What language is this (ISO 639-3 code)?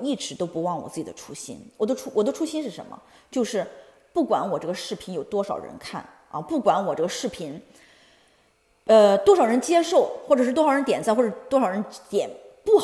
zho